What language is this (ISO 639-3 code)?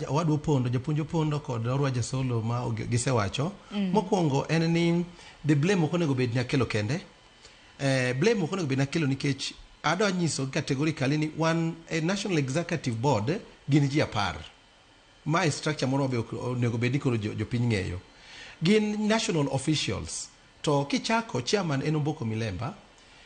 luo